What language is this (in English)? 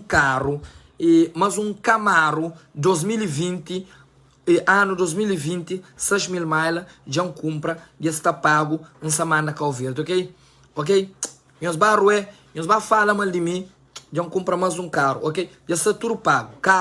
Kabuverdianu